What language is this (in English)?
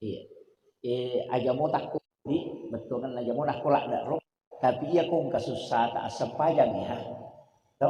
Buginese